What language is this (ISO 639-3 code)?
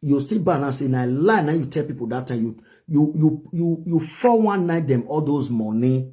pcm